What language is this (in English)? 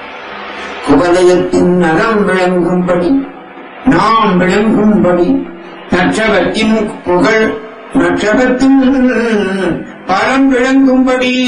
Tamil